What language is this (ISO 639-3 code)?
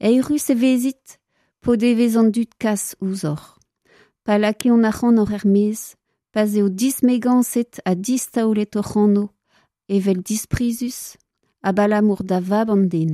bre